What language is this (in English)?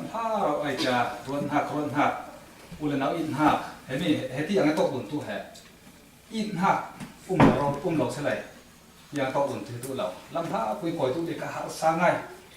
Falam Chin